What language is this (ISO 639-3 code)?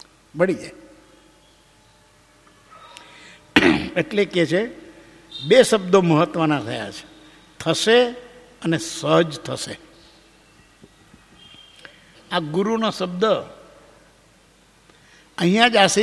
guj